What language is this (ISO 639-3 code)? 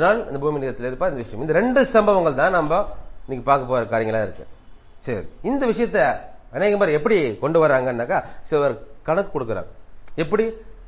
tam